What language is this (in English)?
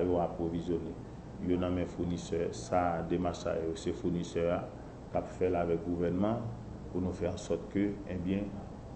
Haitian Creole